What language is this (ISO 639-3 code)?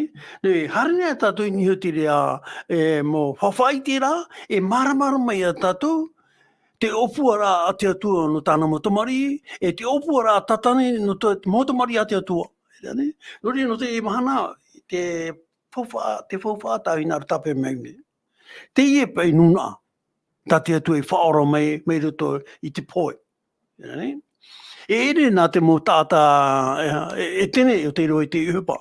tah